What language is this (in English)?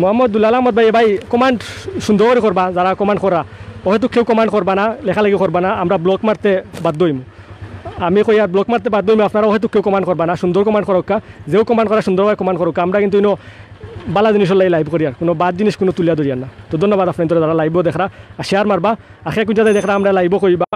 Sylheti